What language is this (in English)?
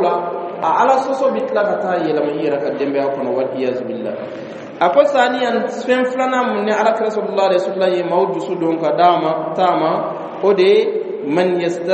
Bambara